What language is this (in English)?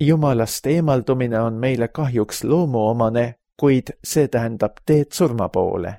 Estonian